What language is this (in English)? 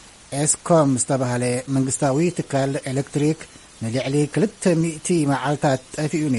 Tigrinya